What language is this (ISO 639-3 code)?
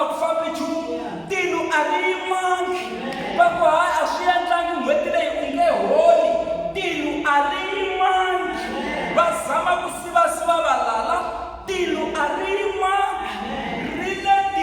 tso